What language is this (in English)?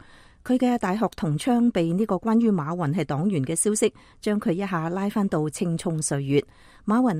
Cantonese